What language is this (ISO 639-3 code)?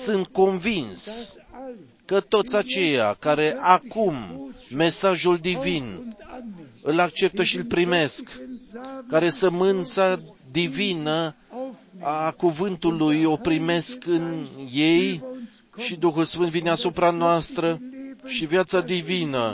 ron